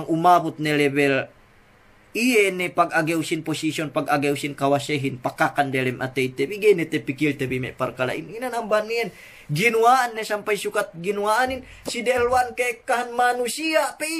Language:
Yakan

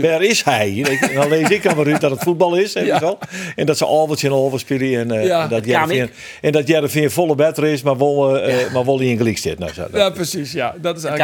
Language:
Western Frisian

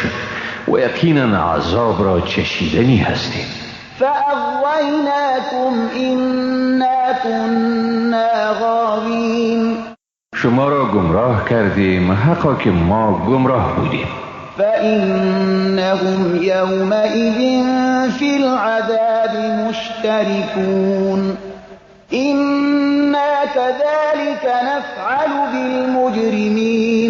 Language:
Persian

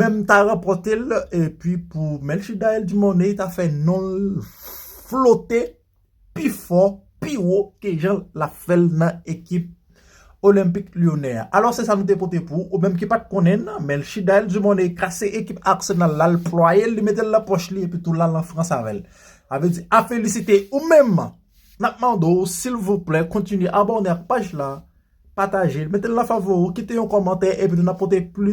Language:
Haitian Creole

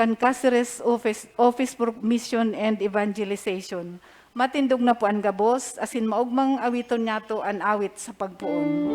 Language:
Bikol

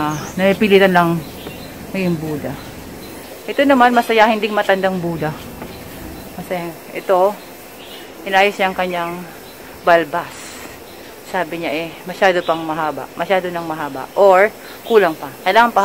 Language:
Filipino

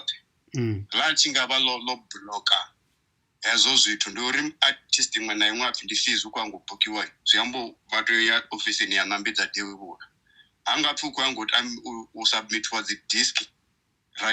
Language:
Venda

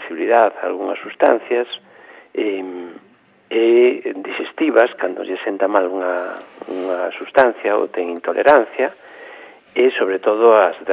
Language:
Galician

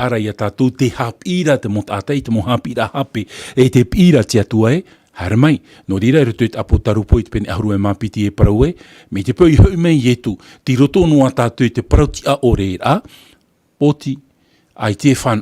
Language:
Tahitian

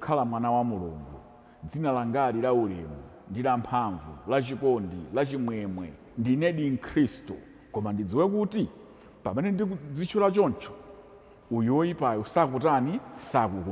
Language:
Nyanja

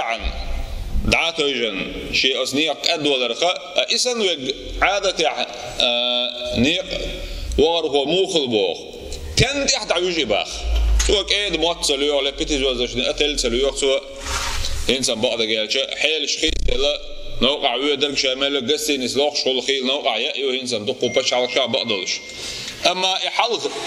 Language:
Chechen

